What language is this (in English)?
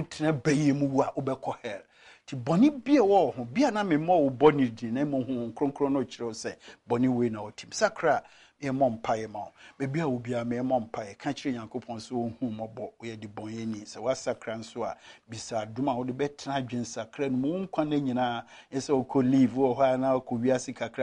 Akan